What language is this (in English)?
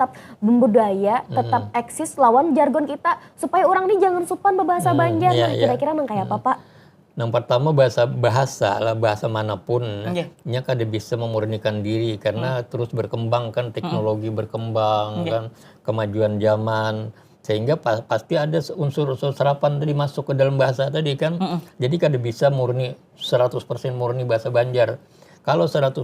Banjar